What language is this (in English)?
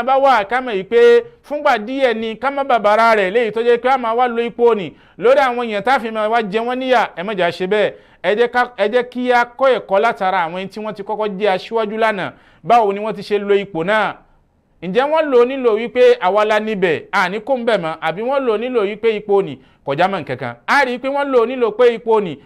Yoruba